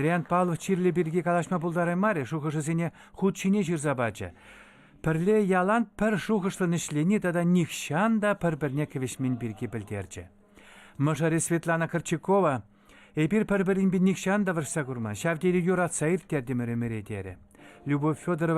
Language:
Chuvash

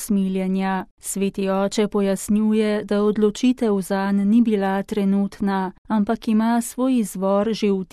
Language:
Slovenian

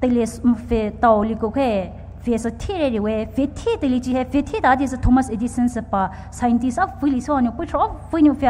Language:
Poumei Naga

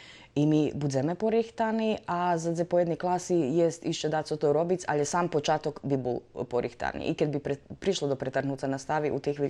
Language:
Rusyn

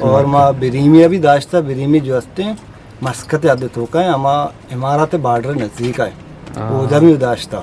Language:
Eastern Balochi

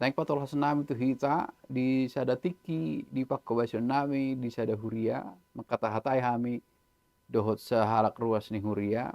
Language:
Batak Toba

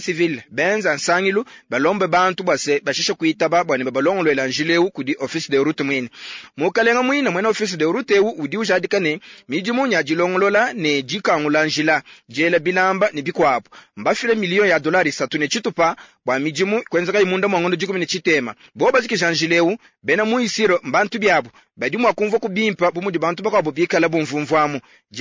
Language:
Luba-Lulua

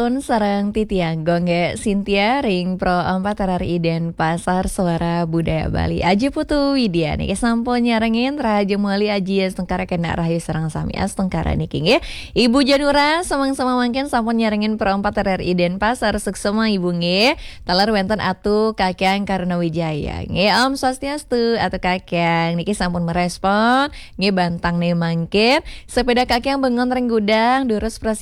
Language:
Balinese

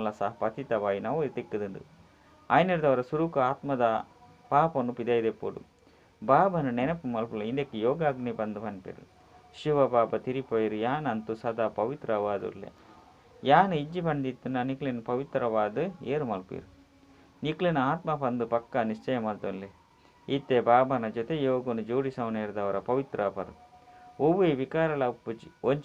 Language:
Tulu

